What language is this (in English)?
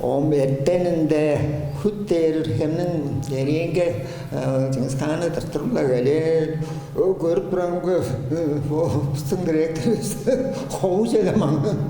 Tuvinian